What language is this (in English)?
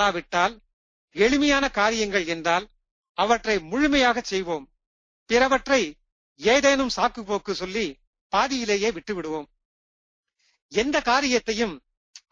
Tamil